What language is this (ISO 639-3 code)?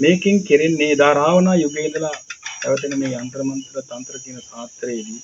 sin